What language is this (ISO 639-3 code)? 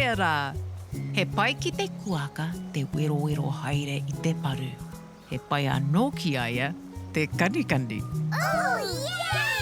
mri